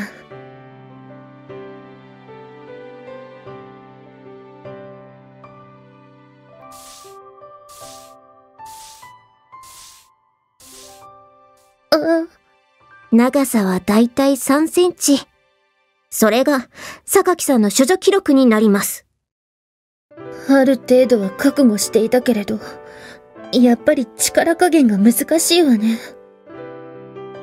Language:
Japanese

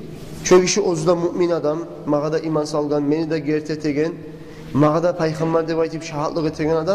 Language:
Kumyk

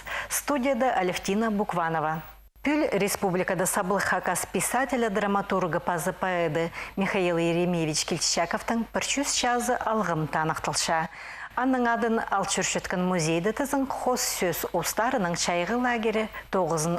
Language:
Khakas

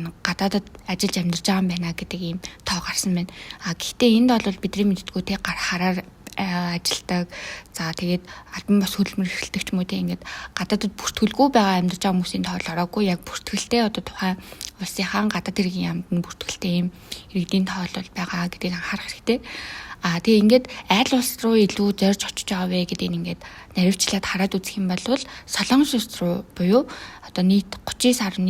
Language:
Mongolian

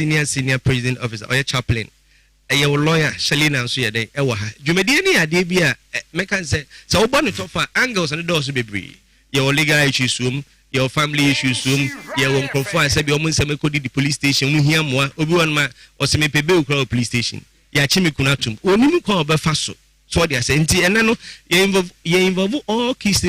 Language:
Akan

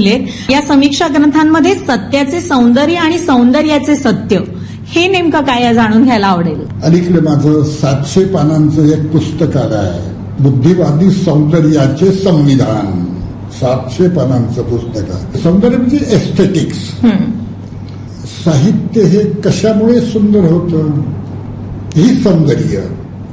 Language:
Marathi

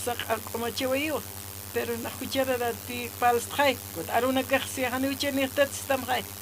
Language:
Aymara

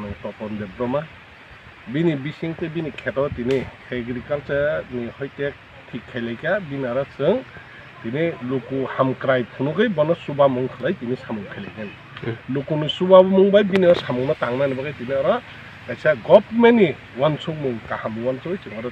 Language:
Kok Borok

